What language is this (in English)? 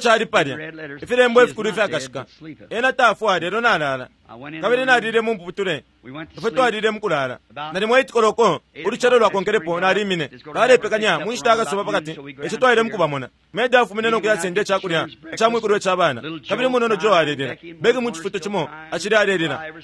Bemba